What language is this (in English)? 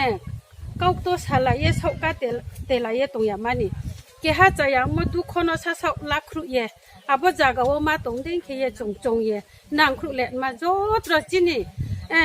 Riang (India)